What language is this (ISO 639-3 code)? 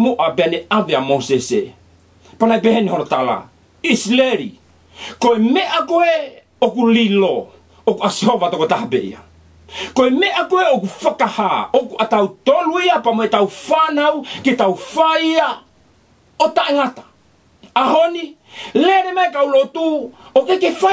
ton